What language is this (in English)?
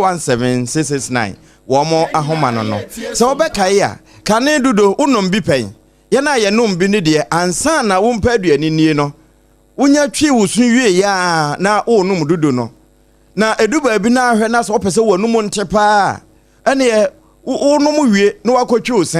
Akan